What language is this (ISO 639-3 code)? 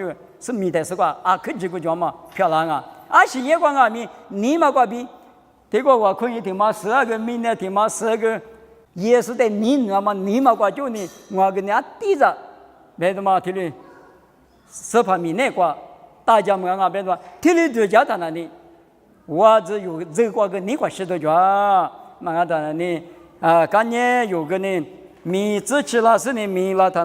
lis